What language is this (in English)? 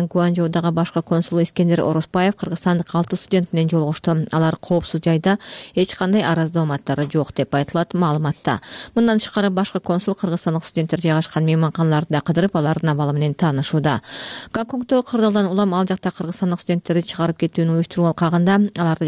Kyrgyz